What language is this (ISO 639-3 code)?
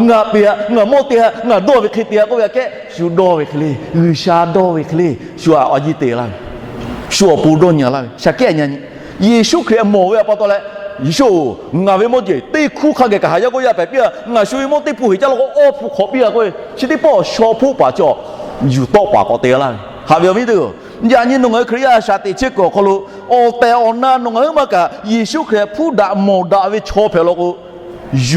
lhu